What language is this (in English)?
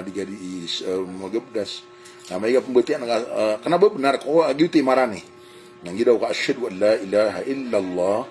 Maranao